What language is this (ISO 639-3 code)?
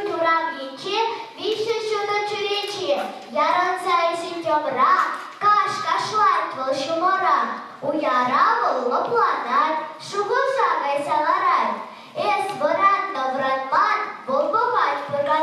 chv